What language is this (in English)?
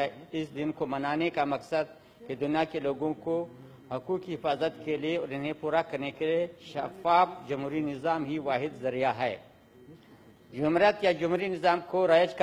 Urdu